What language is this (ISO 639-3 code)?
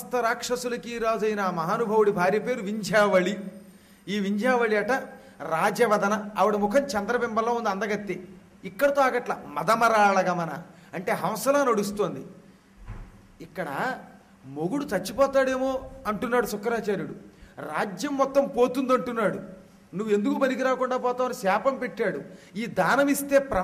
tel